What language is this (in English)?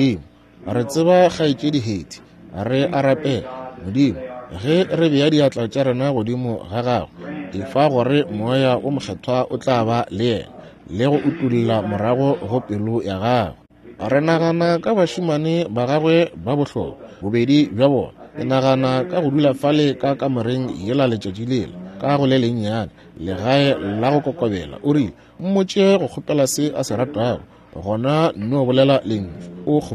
Northern Sotho